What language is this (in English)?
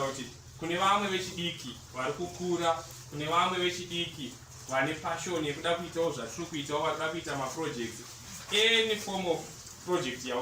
Shona